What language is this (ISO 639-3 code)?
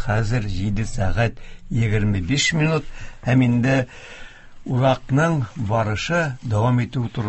tat